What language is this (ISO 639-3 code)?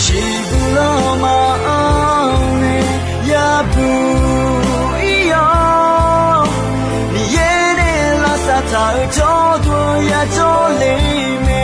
ahk